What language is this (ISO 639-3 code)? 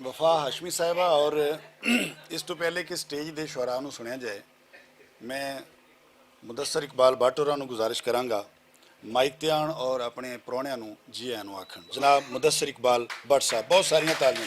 lah